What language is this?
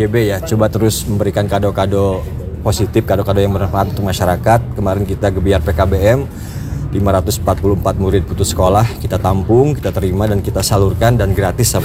Indonesian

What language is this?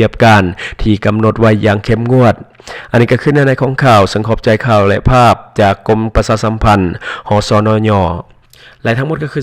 Lao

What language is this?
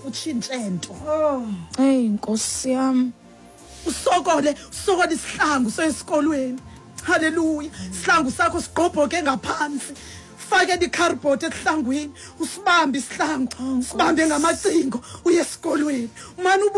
Xhosa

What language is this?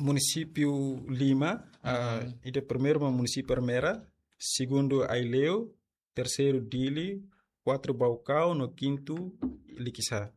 Tetum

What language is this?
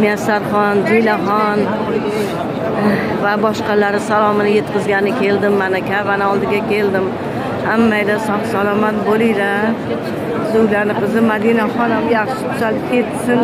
Uzbek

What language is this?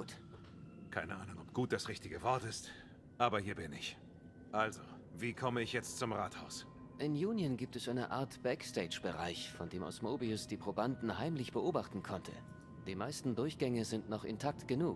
German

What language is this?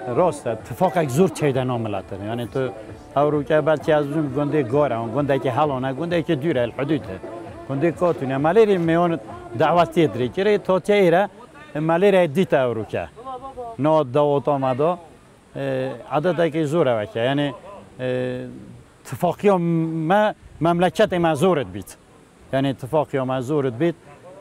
Kurdish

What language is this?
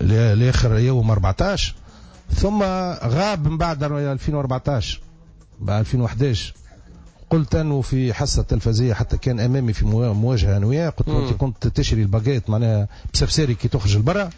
Tunisian Arabic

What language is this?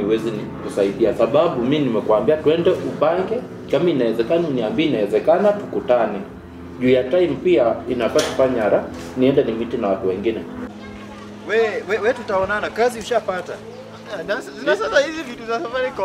Swahili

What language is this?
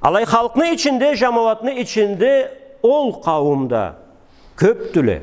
Karachay-Balkar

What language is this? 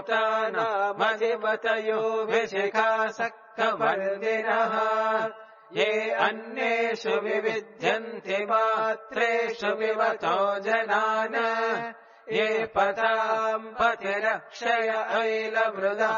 Sanskrit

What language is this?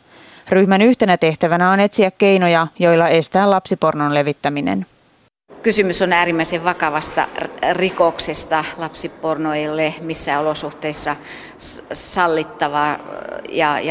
Finnish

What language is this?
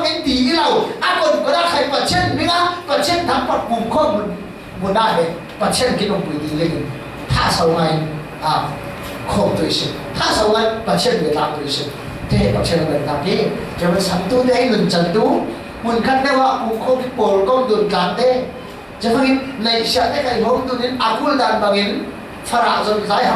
Falam Chin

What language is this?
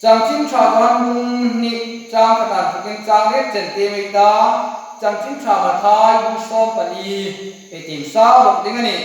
Hmar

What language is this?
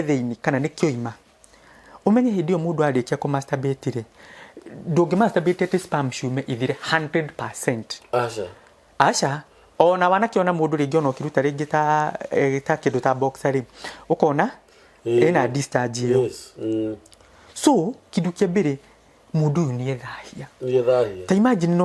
Kikuyu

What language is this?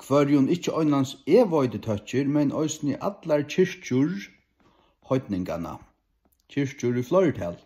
Faroese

